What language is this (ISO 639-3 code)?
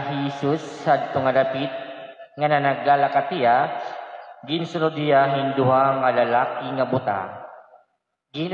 war